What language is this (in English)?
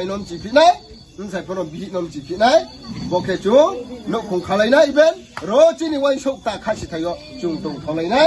Riang (India)